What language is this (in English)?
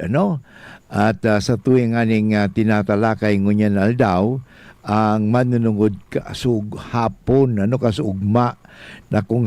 Bikol